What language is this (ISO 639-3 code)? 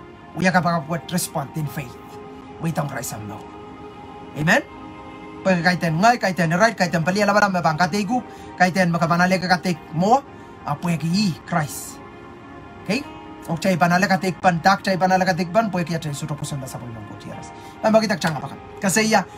pon